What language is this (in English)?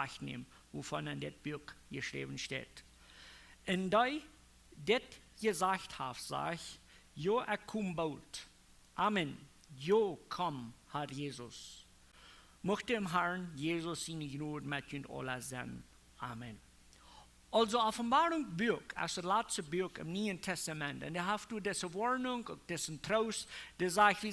Plautdietsch